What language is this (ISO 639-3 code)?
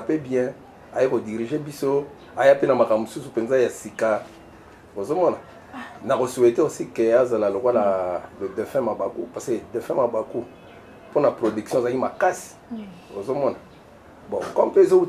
lin